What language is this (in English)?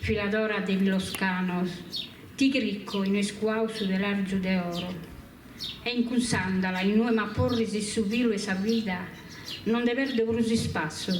Sardinian